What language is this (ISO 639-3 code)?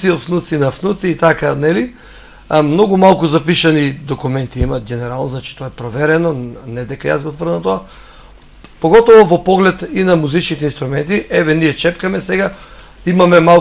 mkd